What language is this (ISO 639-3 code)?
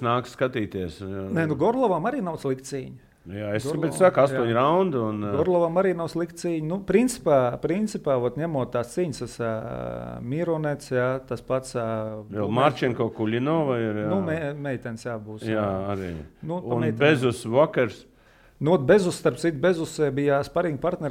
lav